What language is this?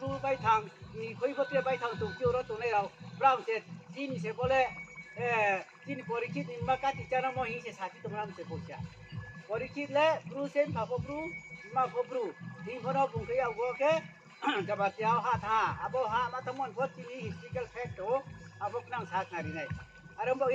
Riang (India)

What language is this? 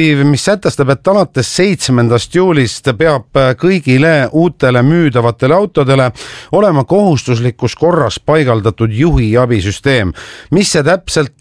Estonian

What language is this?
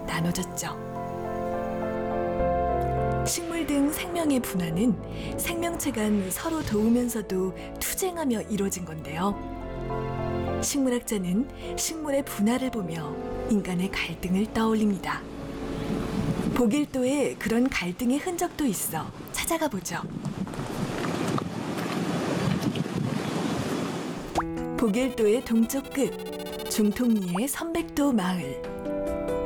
Korean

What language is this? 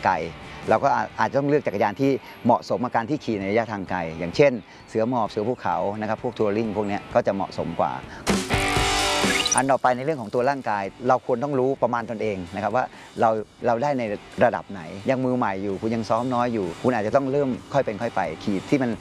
Thai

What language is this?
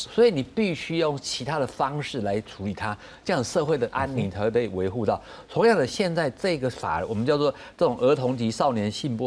Chinese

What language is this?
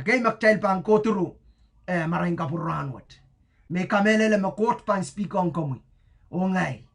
Pohnpeian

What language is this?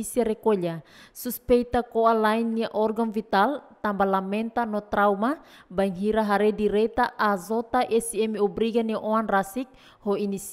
Tetum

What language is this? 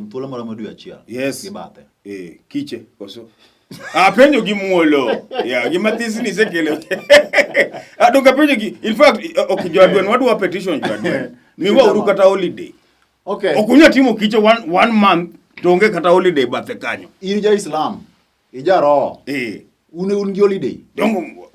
Luo (Kenya and Tanzania)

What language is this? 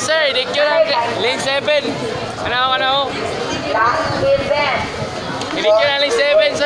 Cebuano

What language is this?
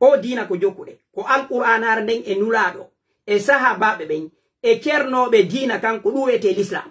Pular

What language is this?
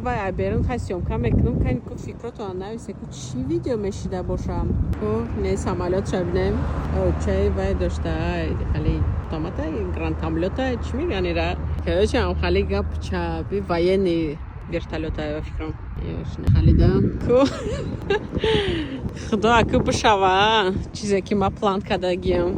Tajik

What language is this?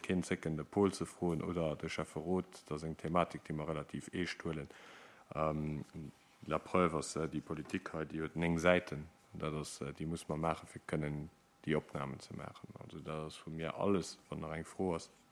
Luxembourgish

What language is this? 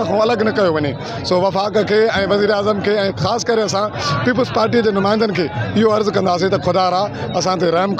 Sindhi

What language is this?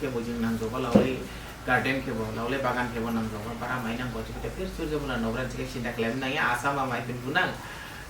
Dimasa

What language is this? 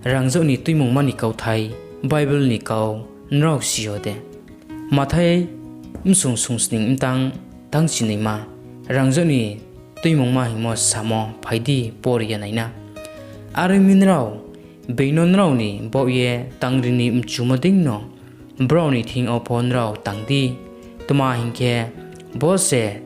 Riang (India)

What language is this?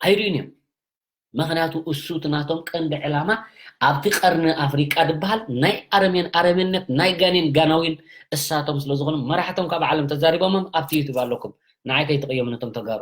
Tigrinya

